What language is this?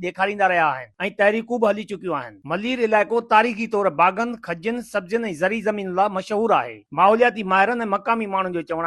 Sindhi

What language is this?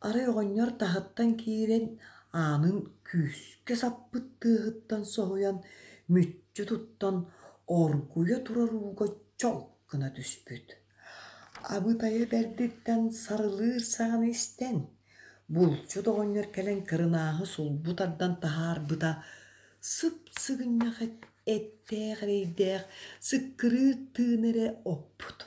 Yakut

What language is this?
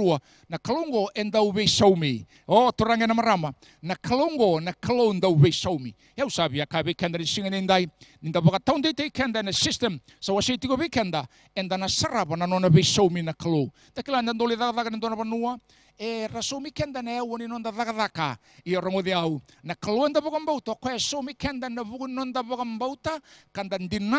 Fijian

